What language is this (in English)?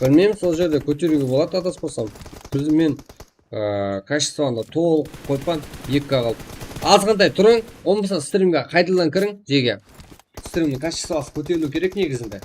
Kara-Kalpak